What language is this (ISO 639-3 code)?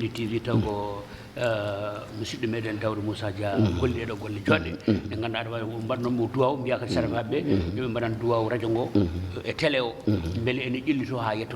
ful